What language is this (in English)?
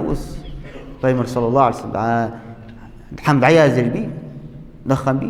Ingush